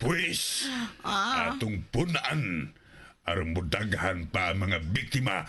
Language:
Cebuano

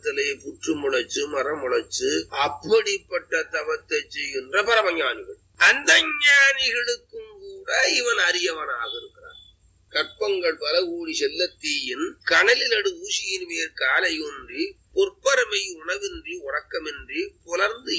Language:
Tamil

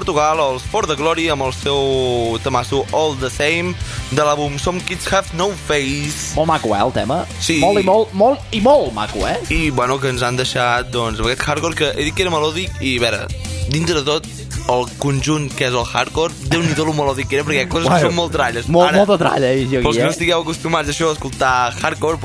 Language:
Catalan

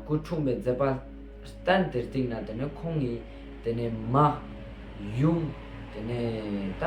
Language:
Ladakhi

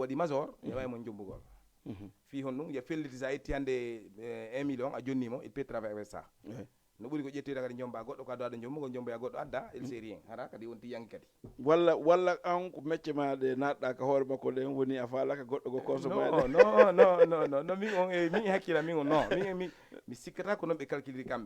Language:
Fula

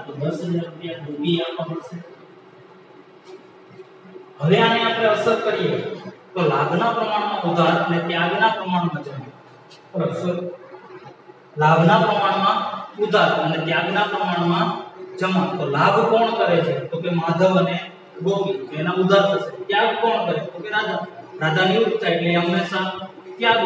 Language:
Gujarati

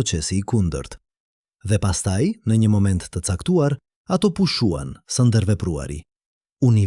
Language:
Albanian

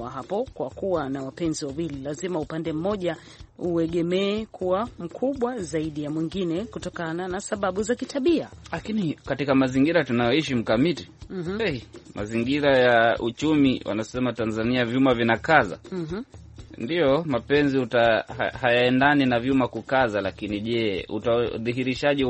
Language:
Swahili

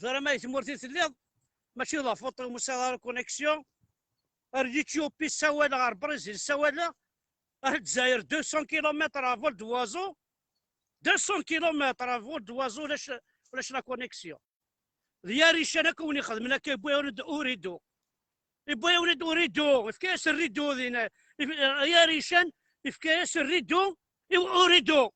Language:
Kabyle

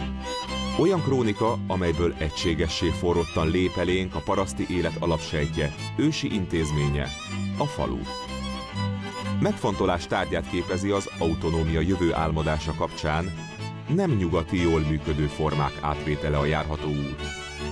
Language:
Hungarian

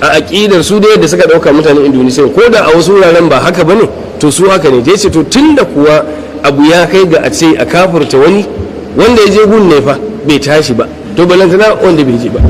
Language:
Hausa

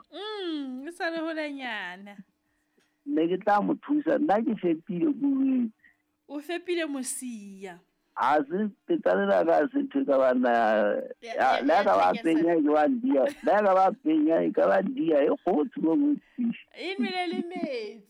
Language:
Southern Sotho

